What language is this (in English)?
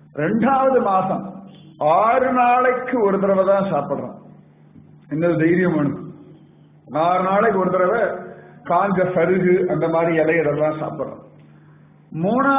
Tamil